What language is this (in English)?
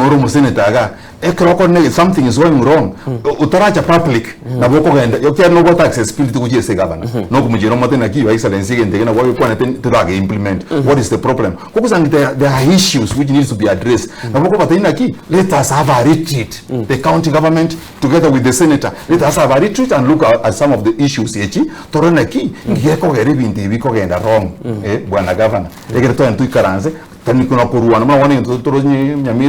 Gusii